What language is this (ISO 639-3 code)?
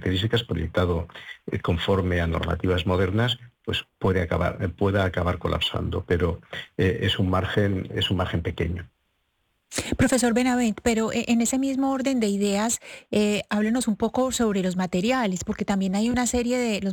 spa